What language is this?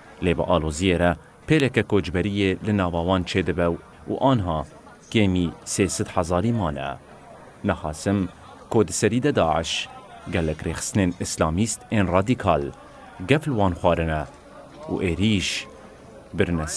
Kurdish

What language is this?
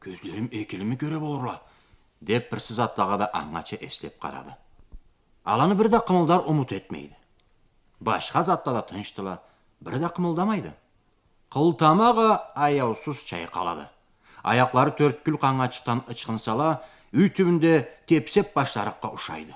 Karachay-Balkar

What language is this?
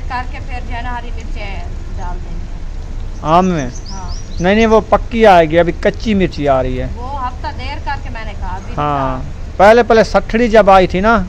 Hindi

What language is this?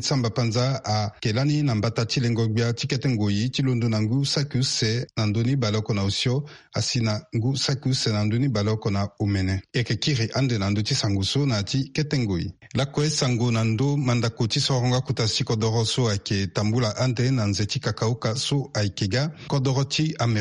Sango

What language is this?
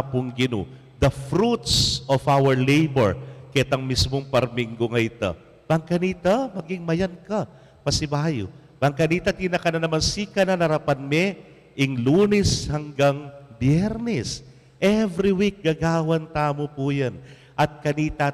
Pampanga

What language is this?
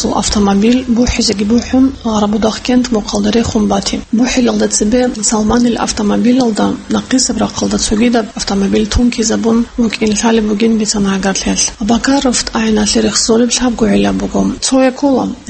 Avaric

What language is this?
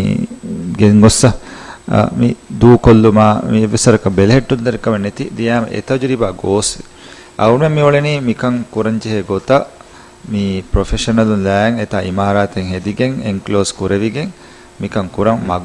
Divehi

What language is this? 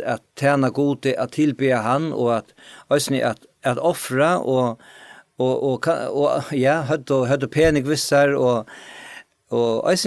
Faroese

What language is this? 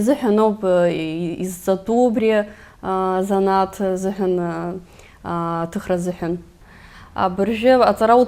Abkhazian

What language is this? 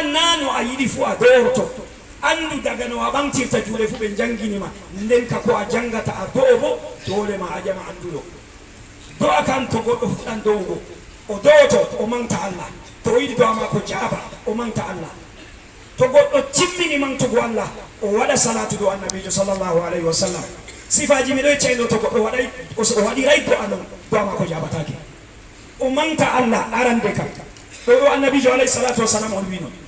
Fula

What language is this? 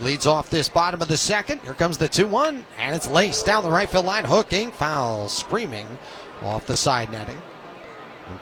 English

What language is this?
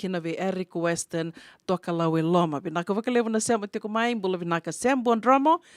Fijian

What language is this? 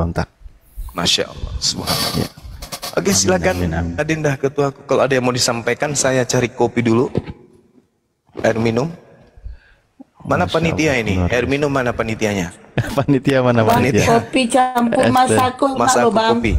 Indonesian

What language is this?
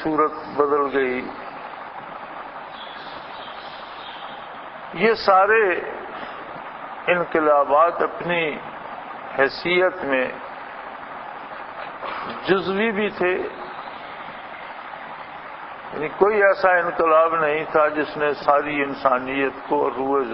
Urdu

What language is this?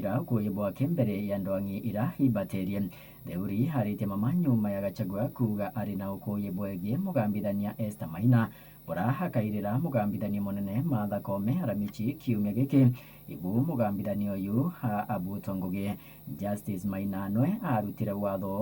Meru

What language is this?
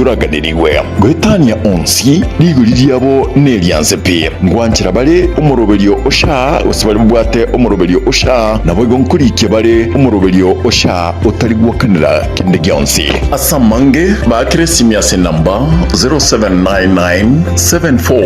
Gusii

